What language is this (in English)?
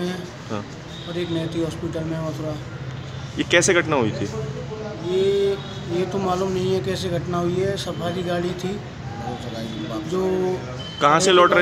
Hindi